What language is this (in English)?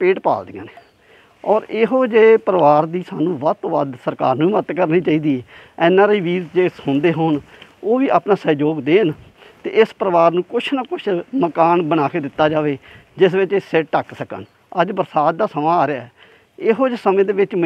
Punjabi